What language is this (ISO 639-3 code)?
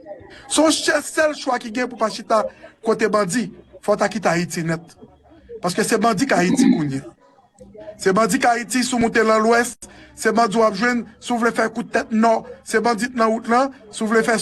hat